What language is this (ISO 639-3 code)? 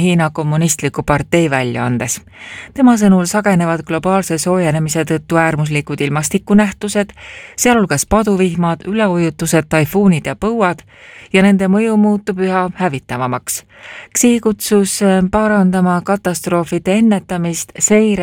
est